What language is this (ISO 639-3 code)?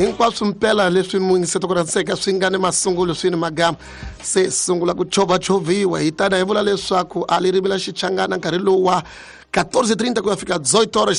tso